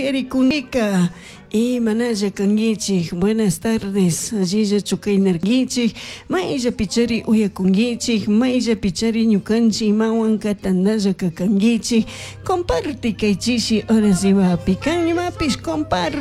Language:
Chimborazo Highland Quichua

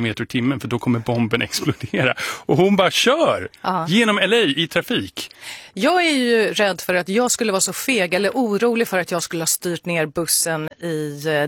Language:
Swedish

